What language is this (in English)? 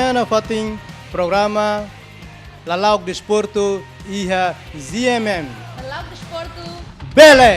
Tetum